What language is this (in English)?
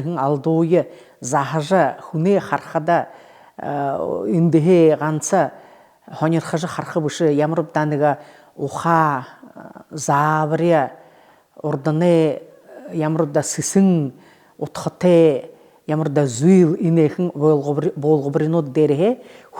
Buriat